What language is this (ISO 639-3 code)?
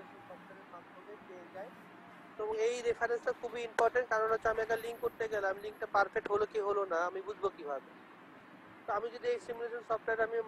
ben